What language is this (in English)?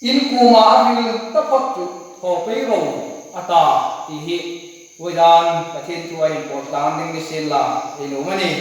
Hmar